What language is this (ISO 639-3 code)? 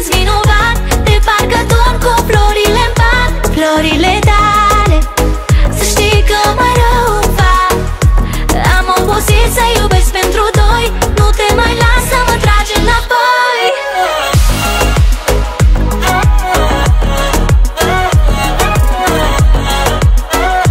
ron